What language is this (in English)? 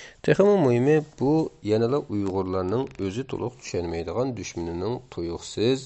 Uyghur